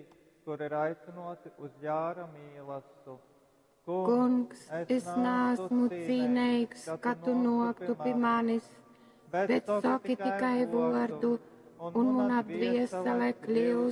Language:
Latgalian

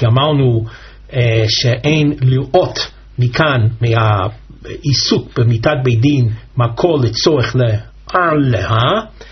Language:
Hebrew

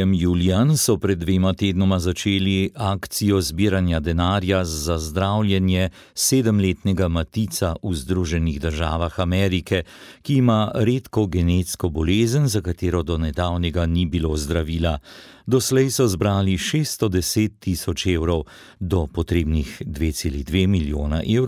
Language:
Slovenian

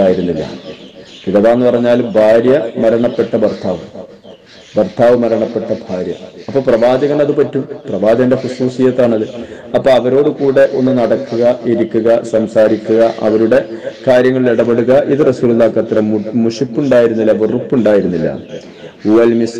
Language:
Malayalam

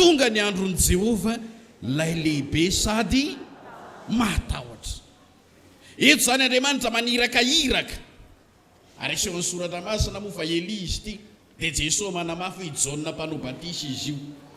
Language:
Malagasy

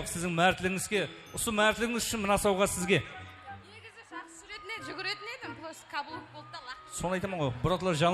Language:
Kara-Kalpak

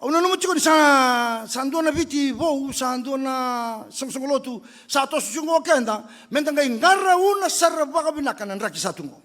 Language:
Fijian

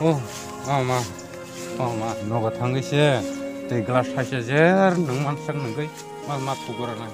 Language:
Kok Borok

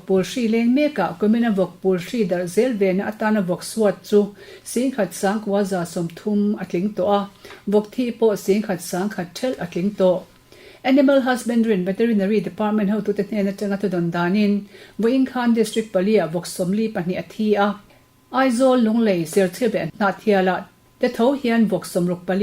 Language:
Mizo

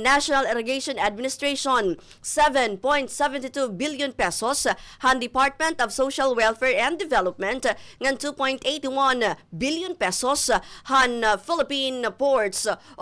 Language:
Waray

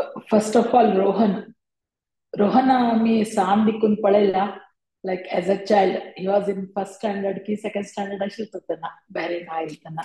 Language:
Konkani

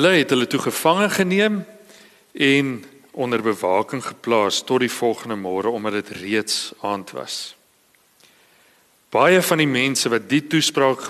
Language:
Afrikaans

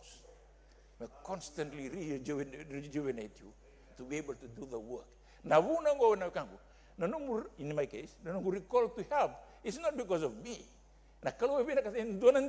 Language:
Fijian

